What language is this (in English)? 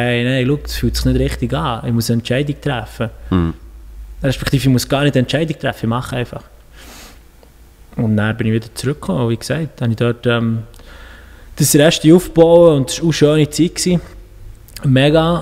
Swiss German